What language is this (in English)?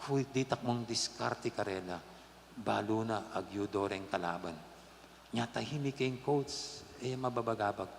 Pampanga